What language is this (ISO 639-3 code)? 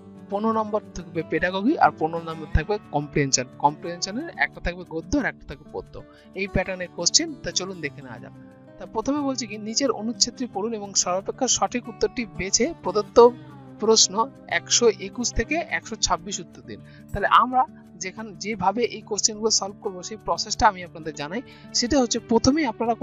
ben